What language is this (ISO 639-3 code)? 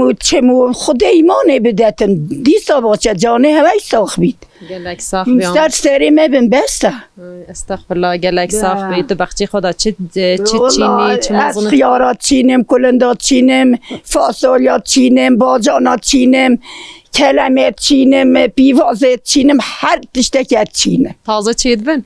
kur